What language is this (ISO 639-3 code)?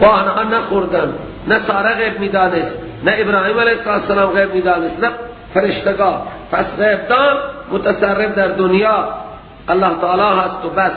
fas